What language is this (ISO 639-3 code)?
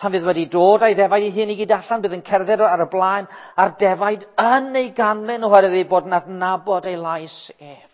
cym